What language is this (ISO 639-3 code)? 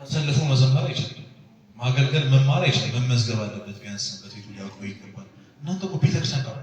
amh